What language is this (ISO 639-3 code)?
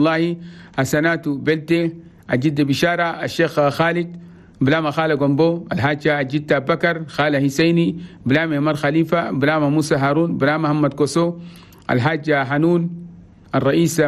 shu